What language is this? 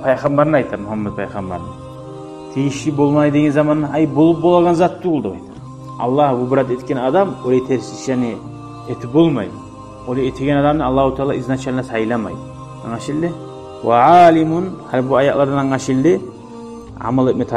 Kumyk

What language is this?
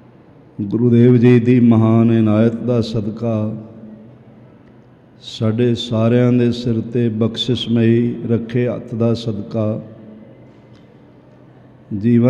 Punjabi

